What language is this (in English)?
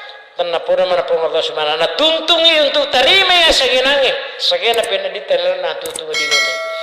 Buginese